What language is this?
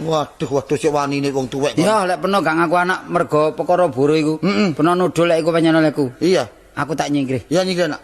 Javanese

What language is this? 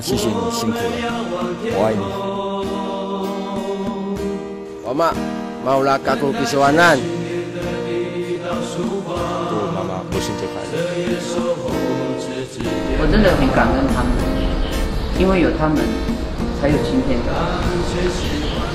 Chinese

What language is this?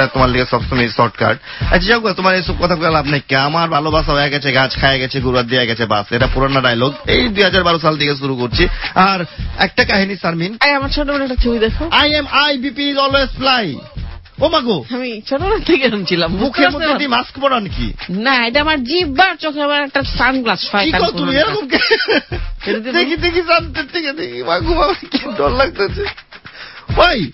Bangla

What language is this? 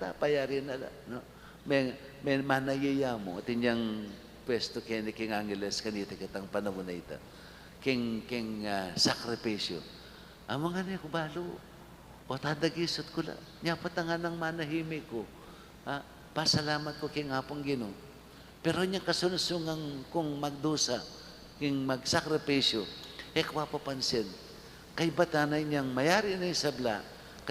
Pampanga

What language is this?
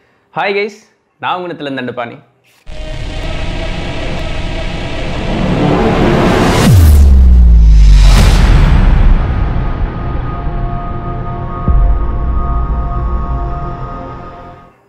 Tamil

